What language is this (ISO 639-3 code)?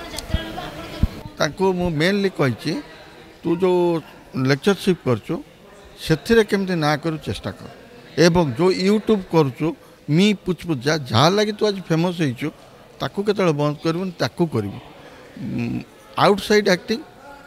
ori